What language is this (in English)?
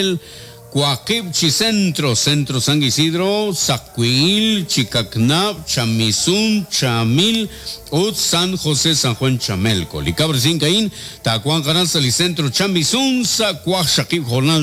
Kekchí